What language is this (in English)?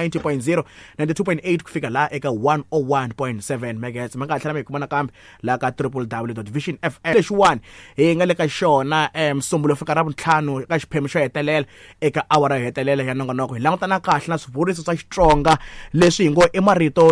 Tsonga